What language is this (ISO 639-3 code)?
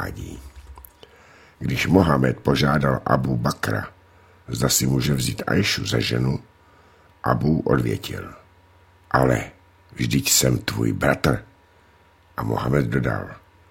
ces